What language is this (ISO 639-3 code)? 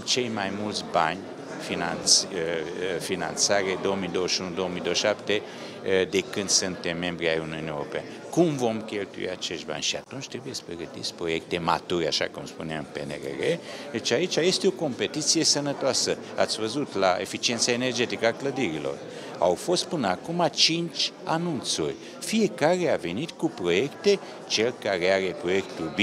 ron